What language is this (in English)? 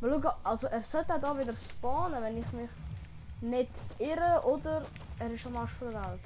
Swiss German